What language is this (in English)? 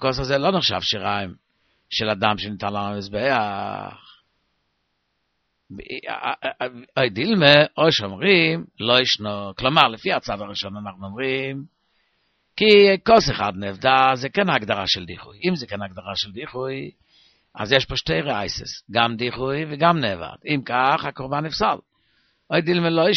Hebrew